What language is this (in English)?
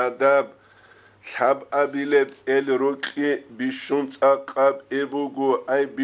Avaric